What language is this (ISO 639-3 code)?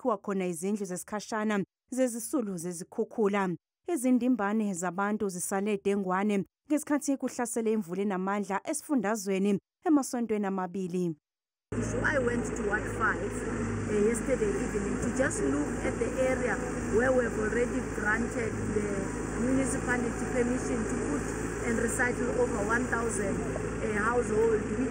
zul